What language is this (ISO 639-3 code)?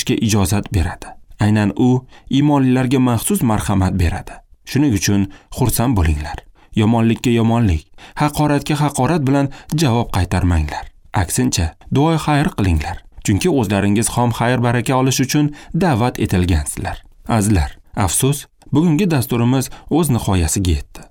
uzb